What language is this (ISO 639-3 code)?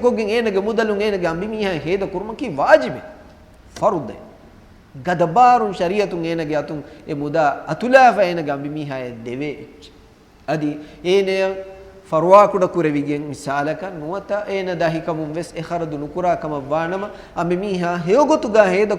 div